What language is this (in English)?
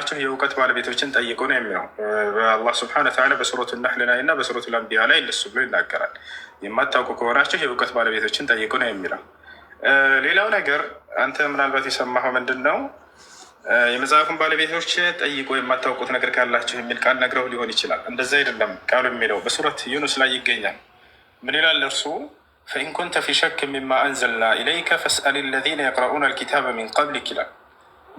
Amharic